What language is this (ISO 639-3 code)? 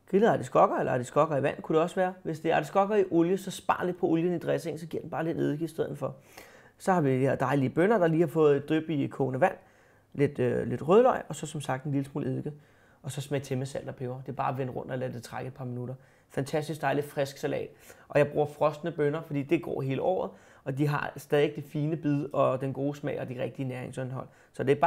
dan